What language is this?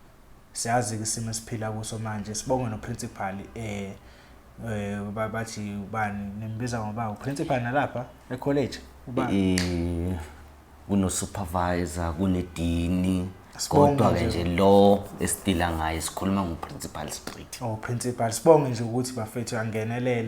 Zulu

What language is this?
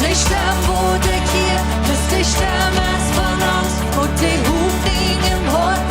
Plautdietsch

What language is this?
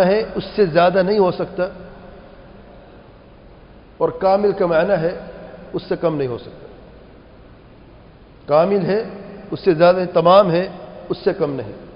Urdu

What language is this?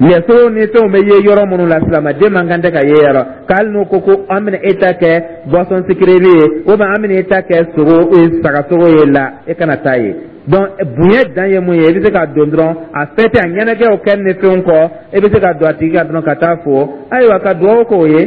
Dyula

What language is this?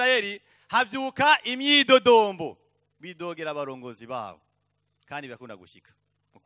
Rundi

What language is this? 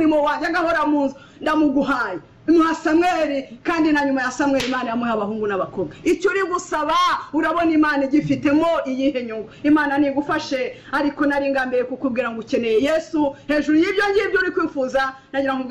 Kinyarwanda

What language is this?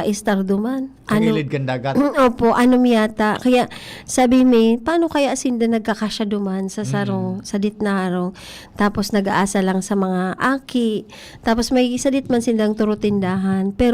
Bikol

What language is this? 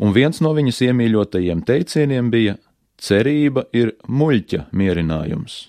Latvian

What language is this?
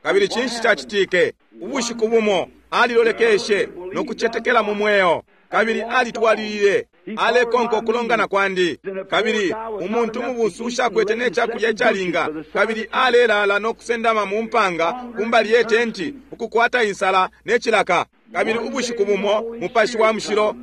Bemba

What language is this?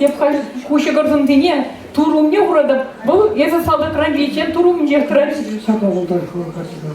Chuvash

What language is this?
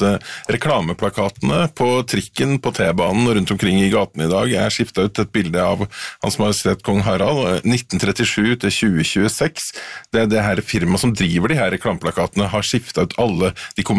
Norwegian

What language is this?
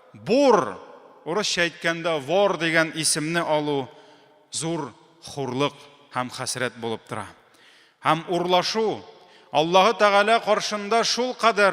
Tatar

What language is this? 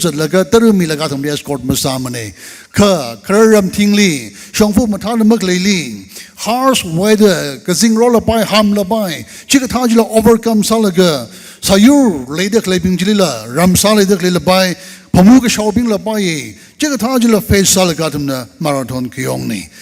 Tangkhul Naga (India)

